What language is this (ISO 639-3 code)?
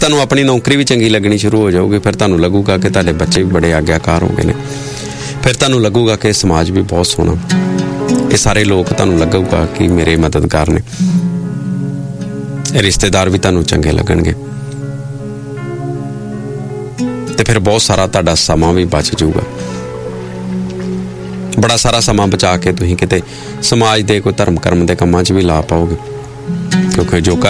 pan